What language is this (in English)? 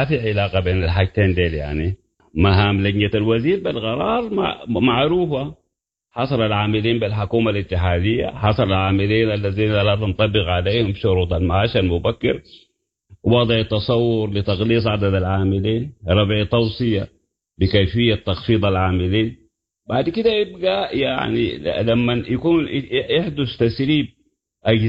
Sudanese Arabic